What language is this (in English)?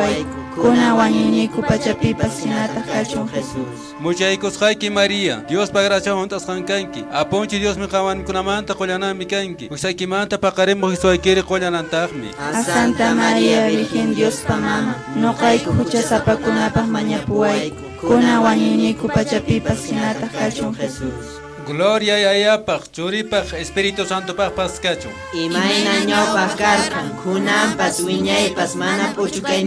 Quechua